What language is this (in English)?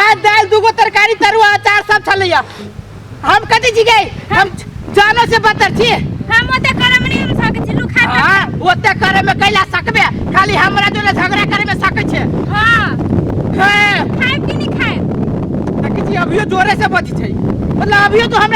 Maithili